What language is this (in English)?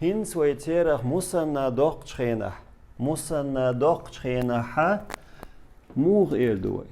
Chechen